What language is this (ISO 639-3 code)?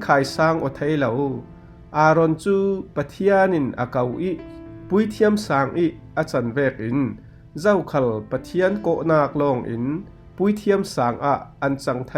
cfm